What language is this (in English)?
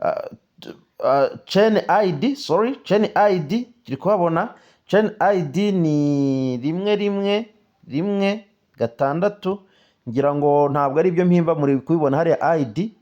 Kinyarwanda